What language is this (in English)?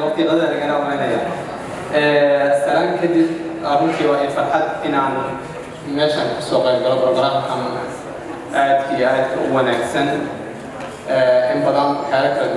Somali